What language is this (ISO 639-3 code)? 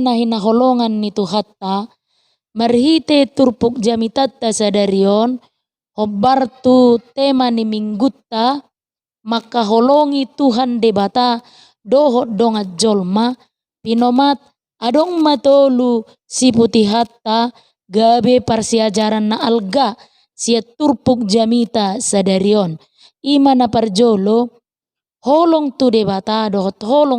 bbc